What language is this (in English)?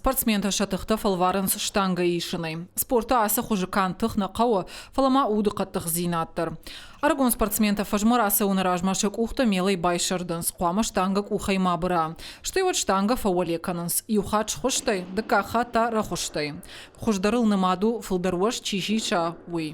Ossetic